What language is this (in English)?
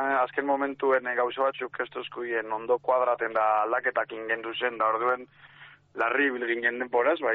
Basque